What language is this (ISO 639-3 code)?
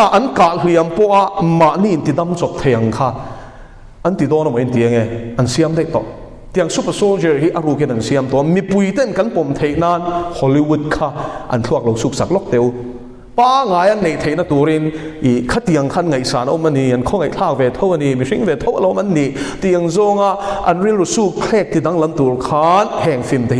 lus